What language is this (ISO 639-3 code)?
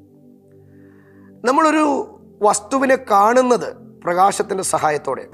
mal